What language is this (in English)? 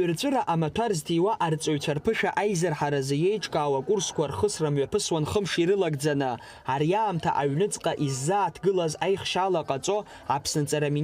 Abkhazian